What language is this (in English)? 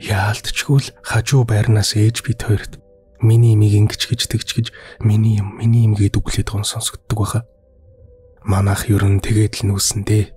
Mongolian